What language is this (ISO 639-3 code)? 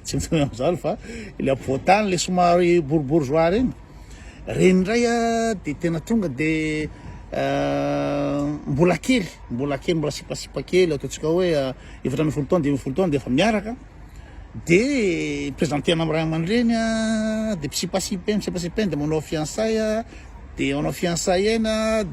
mlg